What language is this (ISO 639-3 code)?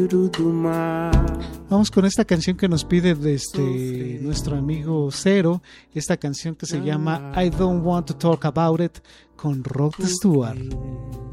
spa